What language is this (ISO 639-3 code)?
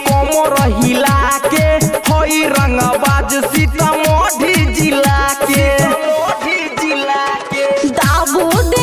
bho